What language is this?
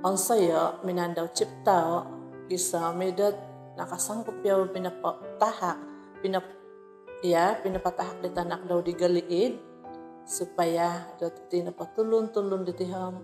Central Dusun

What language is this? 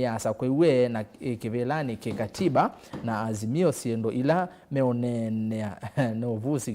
Kamba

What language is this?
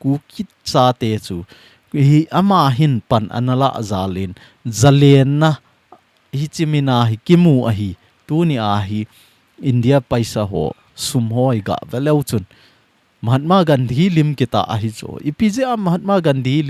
Thado Chin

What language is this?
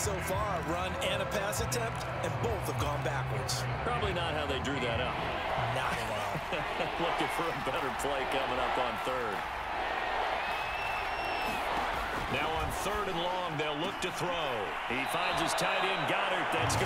English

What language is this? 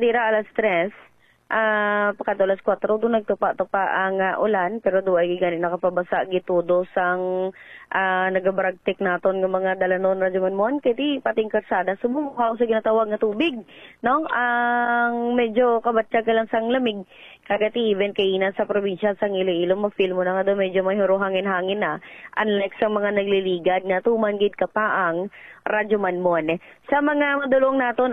Hiligaynon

